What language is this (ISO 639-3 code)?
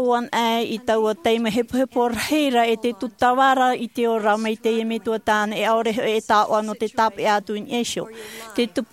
tah